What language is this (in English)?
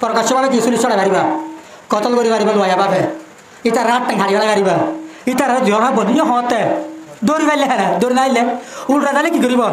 Rohingya